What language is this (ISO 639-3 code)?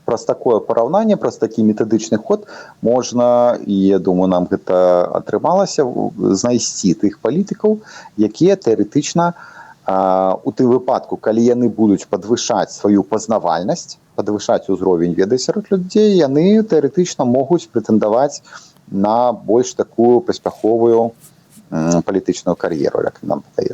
bel